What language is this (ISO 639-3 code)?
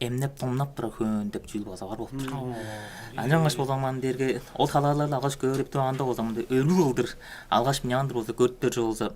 tyv